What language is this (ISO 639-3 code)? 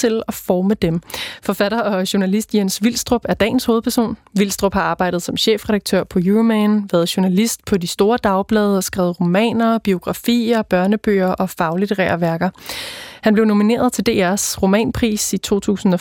dan